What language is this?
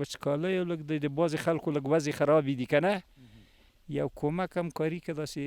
Pashto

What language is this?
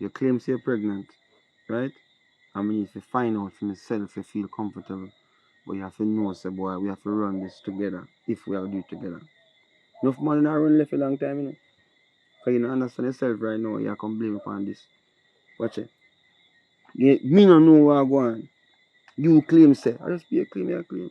Jamaican Creole English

